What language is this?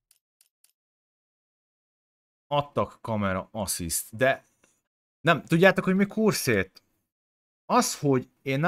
Hungarian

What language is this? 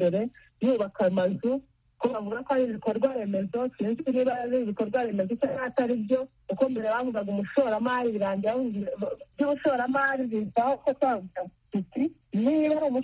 Kinyarwanda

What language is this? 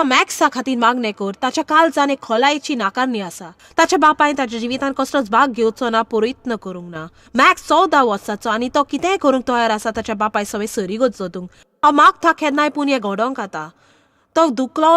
Konkani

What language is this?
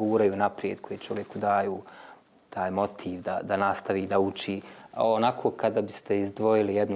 Bosnian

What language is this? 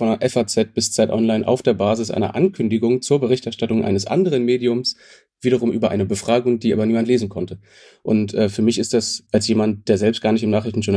German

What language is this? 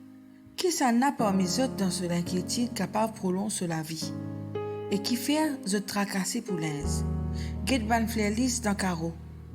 Morisyen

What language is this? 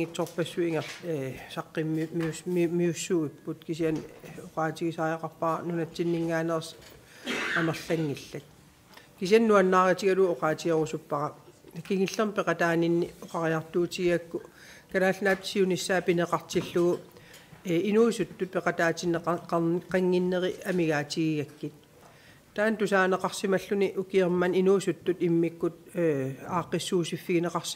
Kalaallisut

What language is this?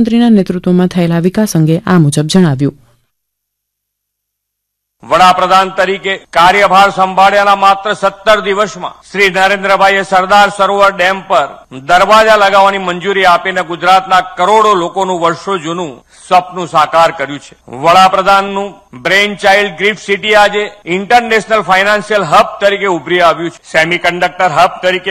Gujarati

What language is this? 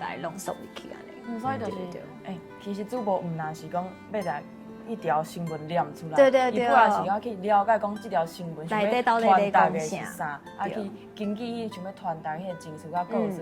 Min Nan Chinese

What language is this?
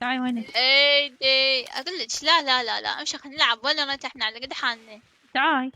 Mesopotamian Arabic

